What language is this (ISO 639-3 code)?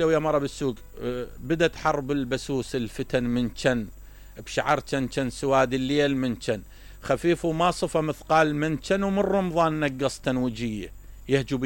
acm